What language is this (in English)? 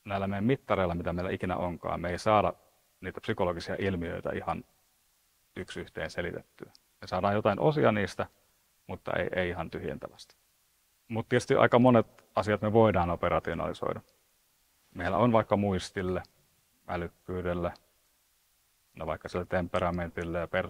Finnish